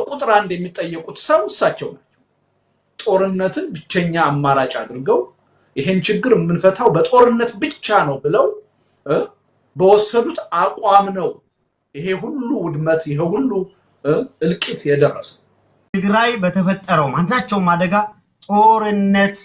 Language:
Amharic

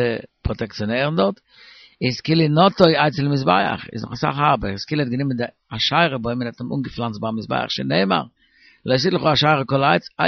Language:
Yiddish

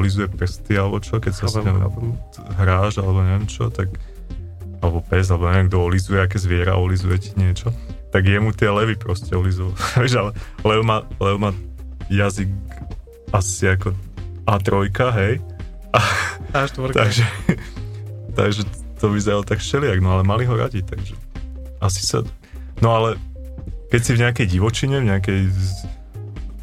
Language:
Slovak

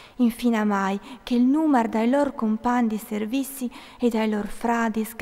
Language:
Friulian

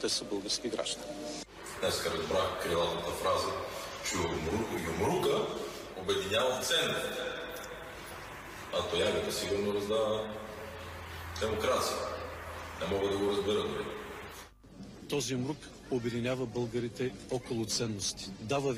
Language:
Bulgarian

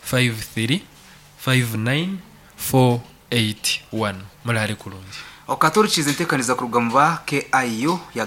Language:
Nyankole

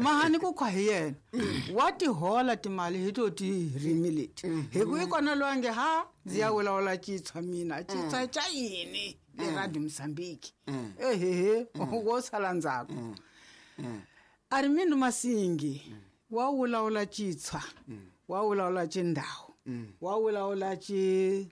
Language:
Tsonga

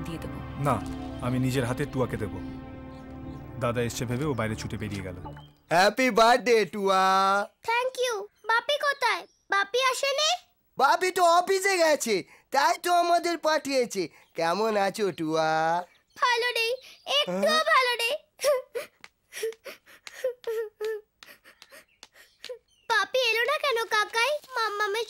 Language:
Bangla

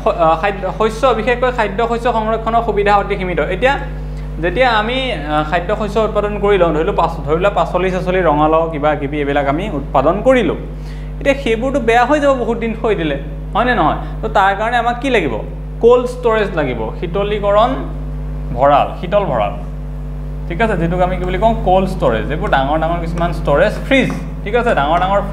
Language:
Assamese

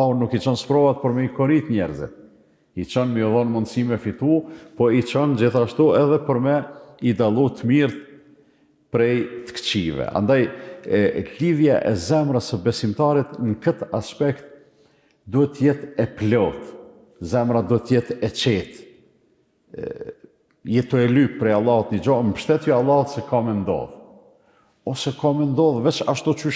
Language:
Albanian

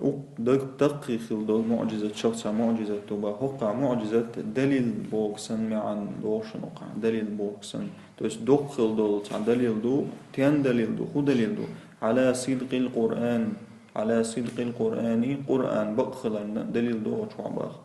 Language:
Chechen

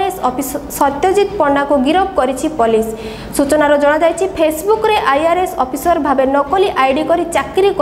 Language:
Odia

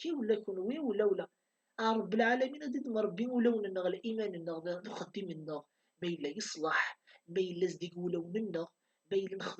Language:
Kabyle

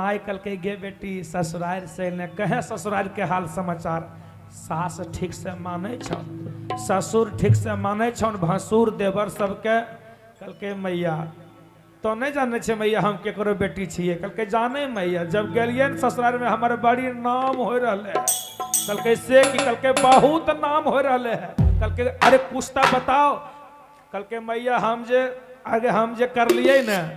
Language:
Magahi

